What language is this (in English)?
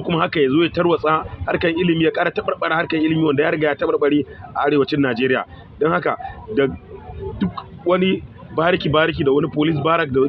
Hausa